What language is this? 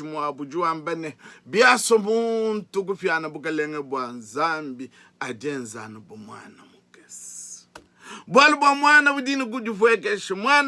Luba-Lulua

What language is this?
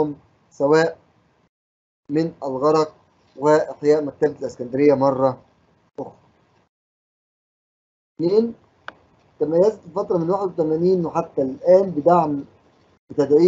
Egyptian Arabic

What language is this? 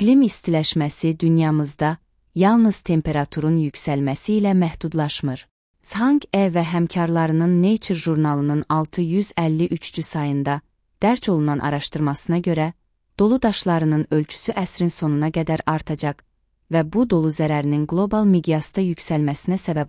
Azerbaijani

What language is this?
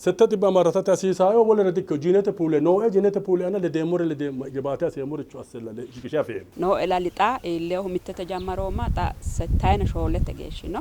Sidamo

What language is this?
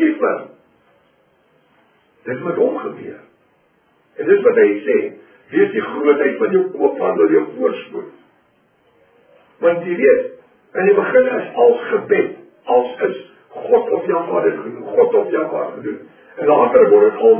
Afrikaans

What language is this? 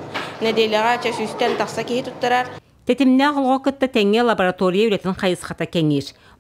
Yakut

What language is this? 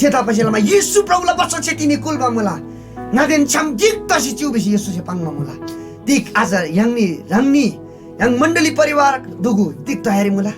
Eastern Tamang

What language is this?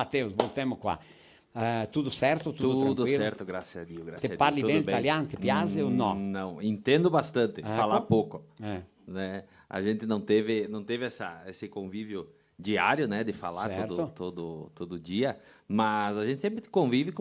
Venetian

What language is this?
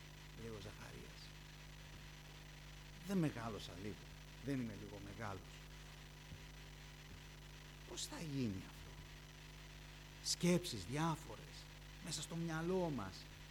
Greek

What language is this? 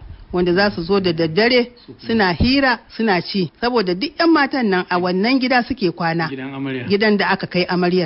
Hausa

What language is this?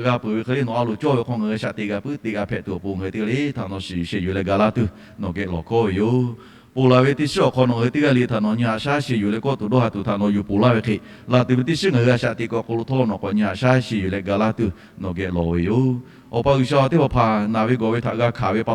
Lahu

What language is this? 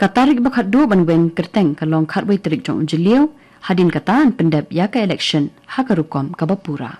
Khasi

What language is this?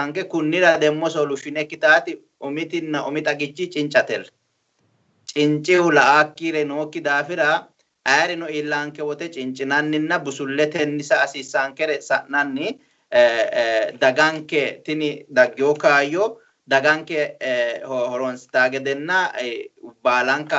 Sidamo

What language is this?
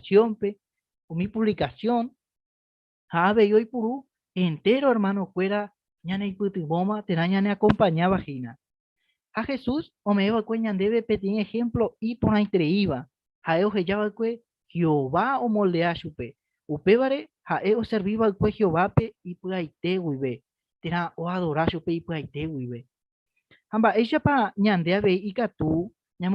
Guarani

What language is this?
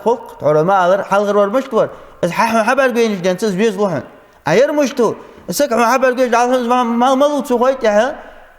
Ingush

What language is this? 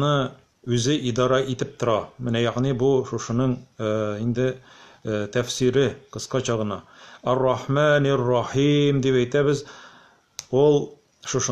Tatar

